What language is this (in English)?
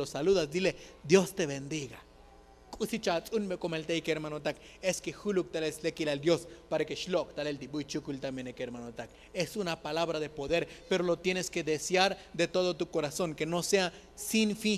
Tzotzil